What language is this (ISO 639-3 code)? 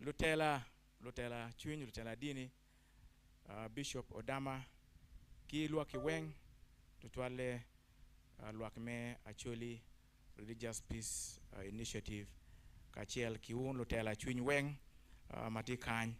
ach